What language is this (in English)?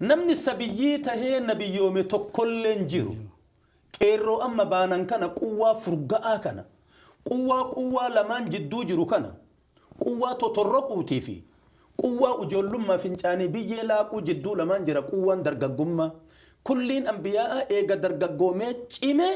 Oromo